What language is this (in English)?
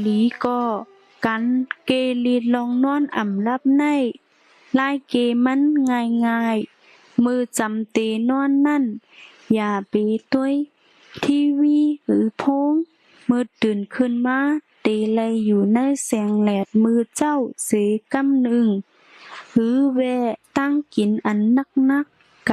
Shan